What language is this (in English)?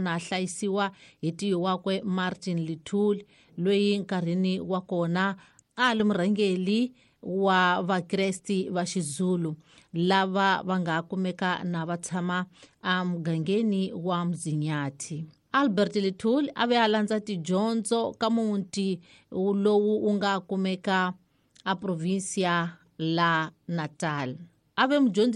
Tsonga